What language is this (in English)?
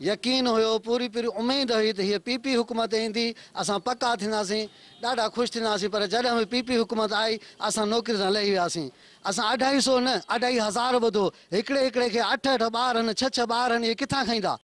Sindhi